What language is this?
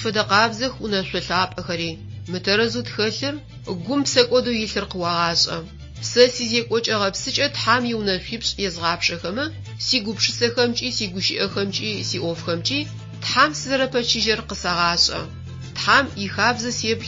Adyghe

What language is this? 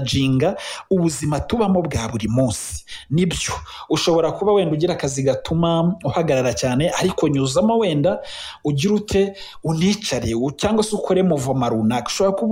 Kinyarwanda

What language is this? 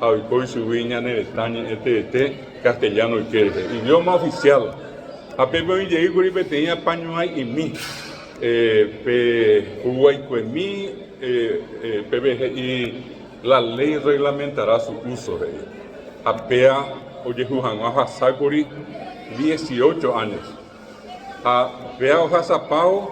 Guarani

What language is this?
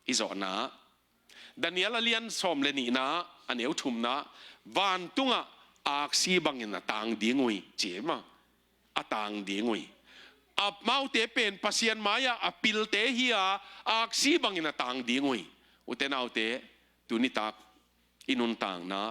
Tedim Chin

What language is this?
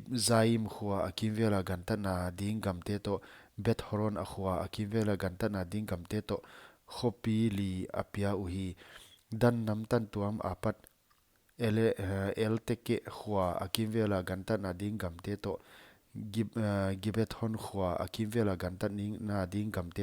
Paite Chin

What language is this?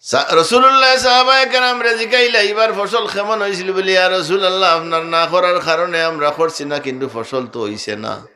Sylheti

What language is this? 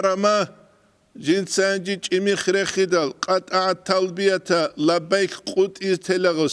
Avaric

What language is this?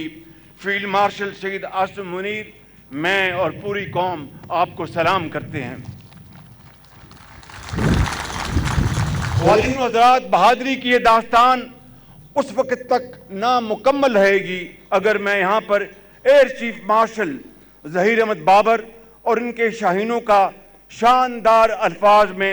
Urdu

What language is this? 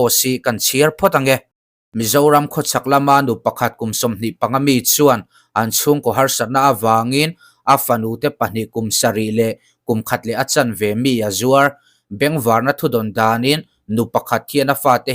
Mizo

